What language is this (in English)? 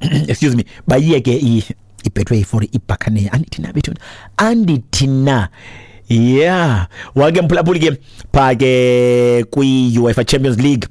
Xhosa